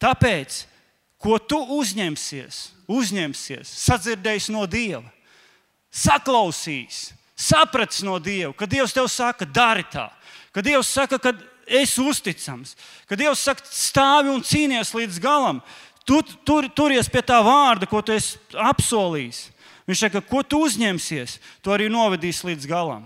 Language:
Latvian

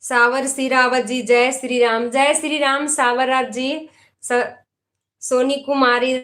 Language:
Magahi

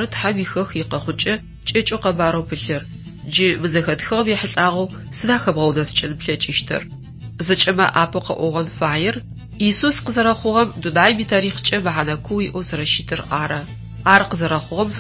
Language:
Adyghe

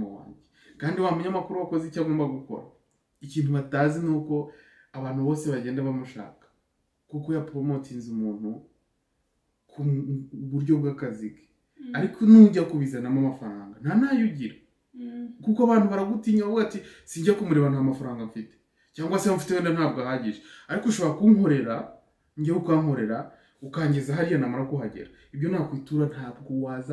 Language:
Kinyarwanda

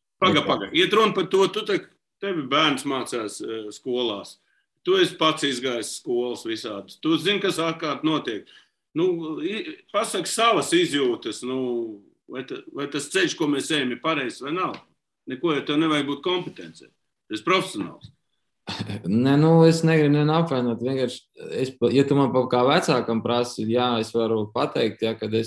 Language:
Latvian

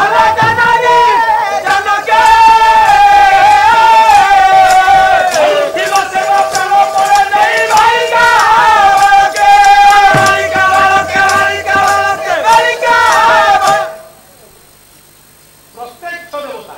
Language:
Odia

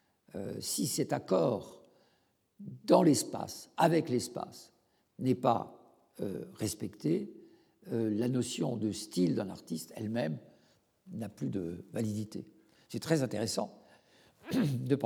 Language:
French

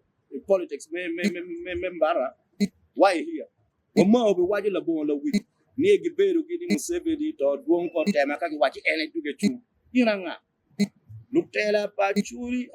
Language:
Acoli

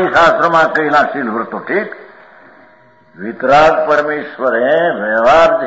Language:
Gujarati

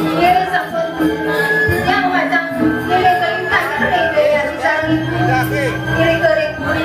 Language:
Balinese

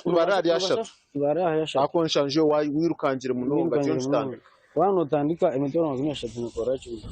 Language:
Nyankole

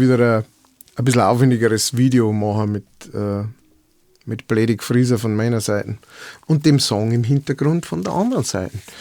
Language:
Bavarian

